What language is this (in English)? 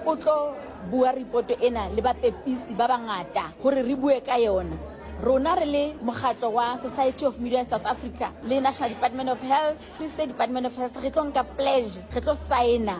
Southern Sotho